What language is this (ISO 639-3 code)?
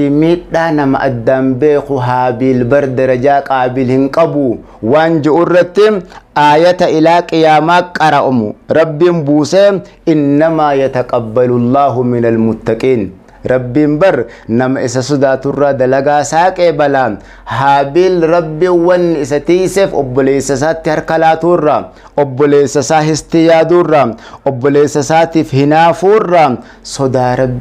orm